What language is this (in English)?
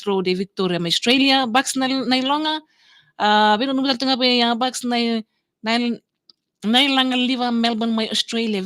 Fijian